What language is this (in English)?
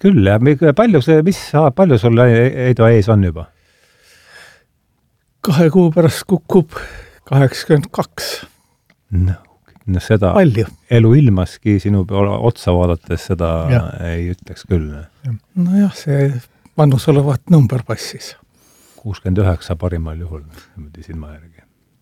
Estonian